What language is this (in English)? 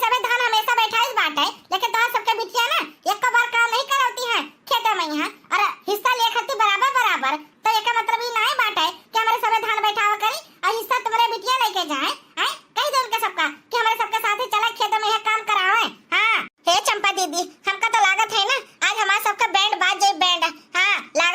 Awadhi